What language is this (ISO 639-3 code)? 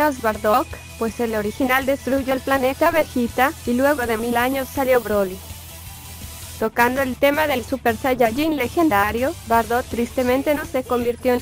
spa